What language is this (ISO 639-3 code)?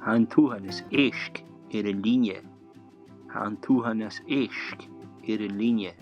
gla